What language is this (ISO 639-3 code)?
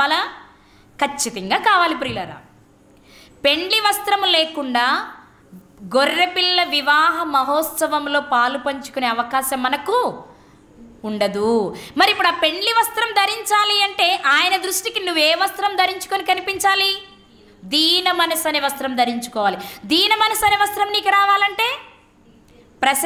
tel